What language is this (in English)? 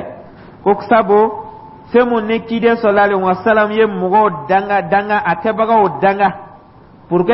Dyula